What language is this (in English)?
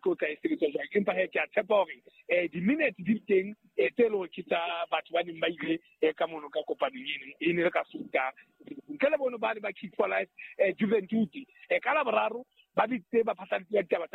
Southern Sotho